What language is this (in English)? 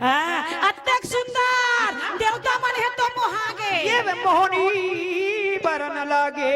Chhattisgarhi